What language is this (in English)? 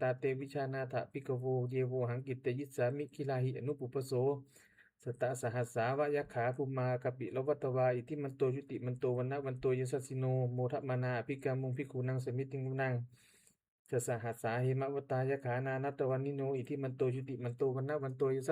Pali